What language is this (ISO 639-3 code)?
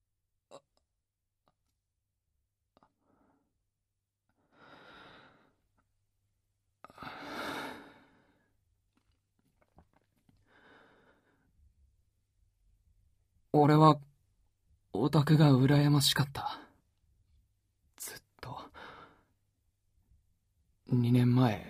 jpn